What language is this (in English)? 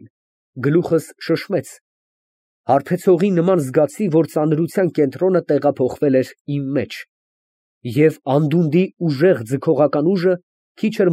Armenian